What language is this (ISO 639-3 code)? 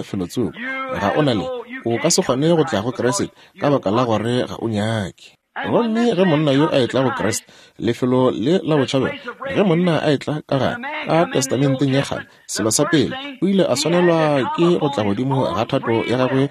nso